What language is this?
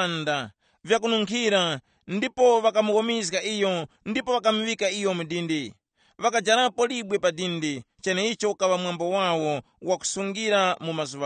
Tumbuka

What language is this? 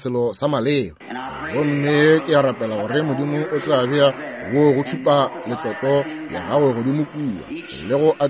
Northern Sotho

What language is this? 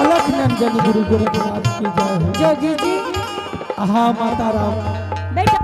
Angika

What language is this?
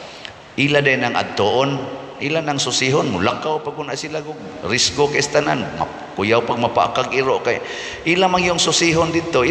Cebuano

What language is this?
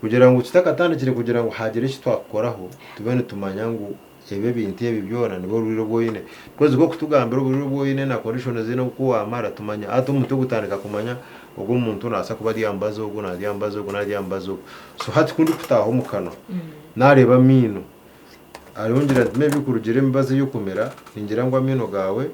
Nyankole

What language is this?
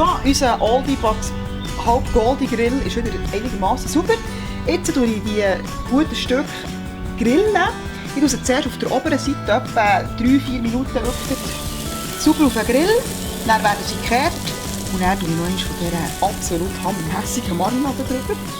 Swiss German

